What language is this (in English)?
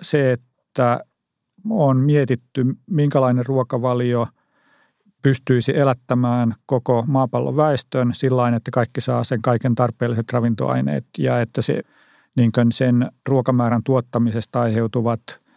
Finnish